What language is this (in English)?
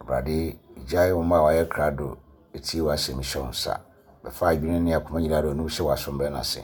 Akan